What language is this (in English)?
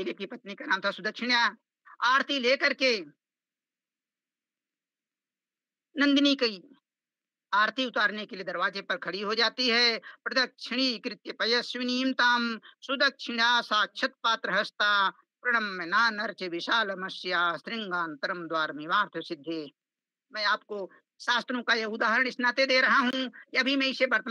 Hindi